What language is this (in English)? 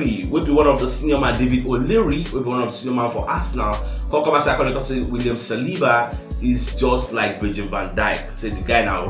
Nigerian Pidgin